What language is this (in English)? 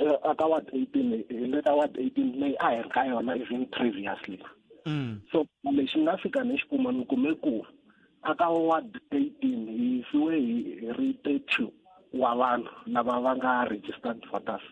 Tsonga